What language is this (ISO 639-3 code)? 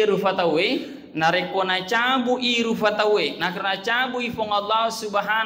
bug